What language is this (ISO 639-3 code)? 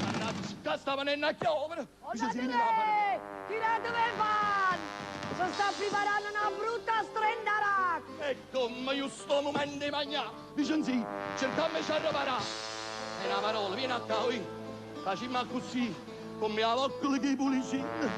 nap